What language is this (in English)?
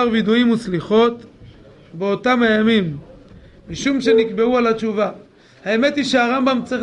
Hebrew